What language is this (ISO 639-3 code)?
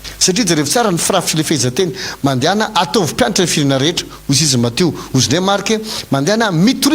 mlg